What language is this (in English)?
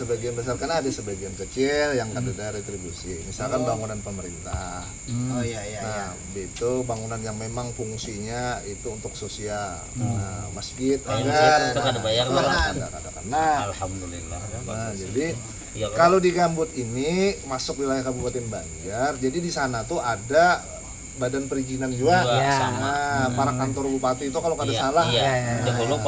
Banjar